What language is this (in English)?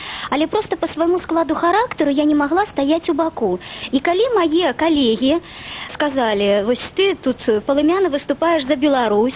Belarusian